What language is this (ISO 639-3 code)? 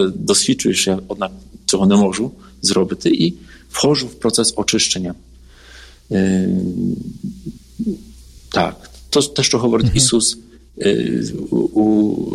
ukr